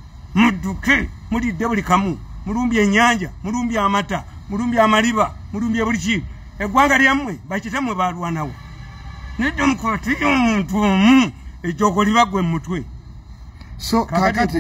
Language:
Ganda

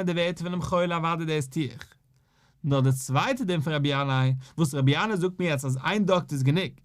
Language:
Yiddish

